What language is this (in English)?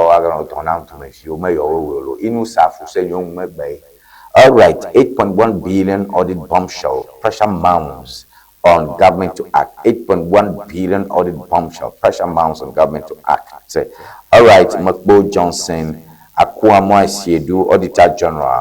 Ewe